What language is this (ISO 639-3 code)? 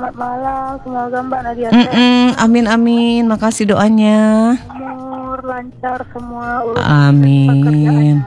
ind